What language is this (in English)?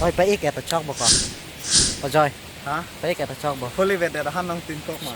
Karbi